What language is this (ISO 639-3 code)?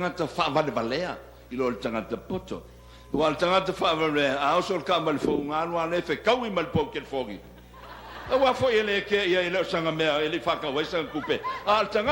smo